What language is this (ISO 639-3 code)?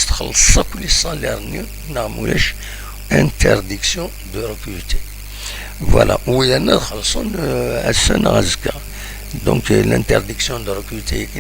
kab